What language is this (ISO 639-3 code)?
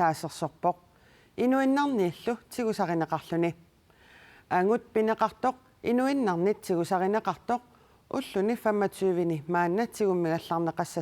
kal